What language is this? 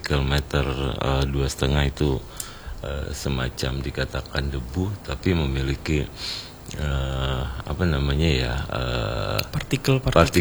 Indonesian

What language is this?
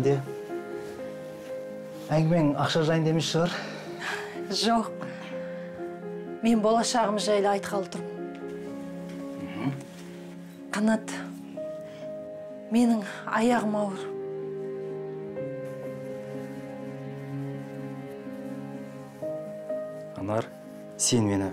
Kazakh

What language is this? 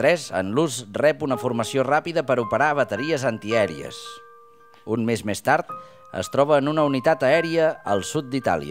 Catalan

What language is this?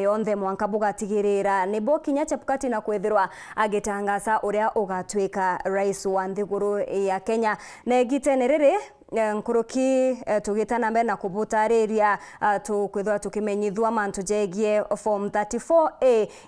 Meru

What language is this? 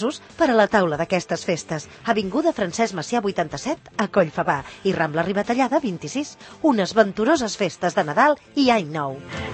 Catalan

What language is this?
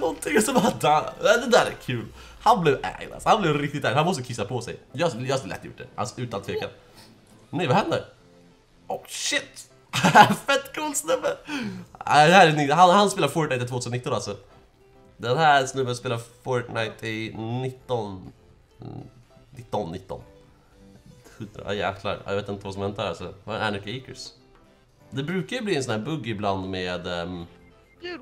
Swedish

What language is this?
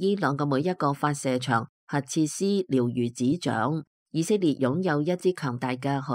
Cantonese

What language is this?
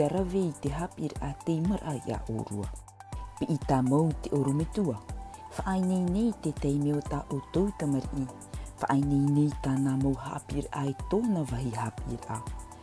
Tahitian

